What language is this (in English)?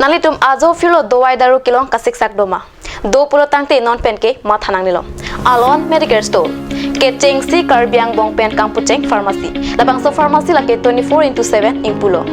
Karbi